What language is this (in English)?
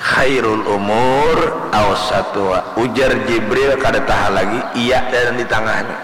Banjar